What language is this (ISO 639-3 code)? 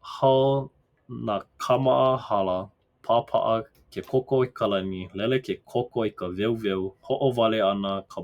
haw